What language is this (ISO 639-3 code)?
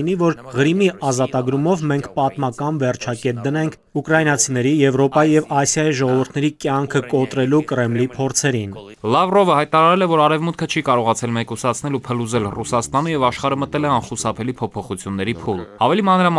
hye